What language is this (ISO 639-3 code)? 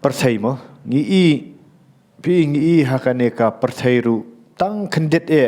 kha